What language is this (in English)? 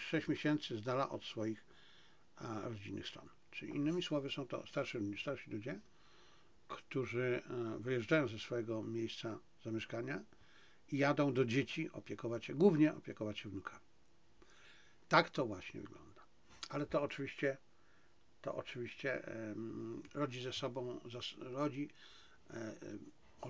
Polish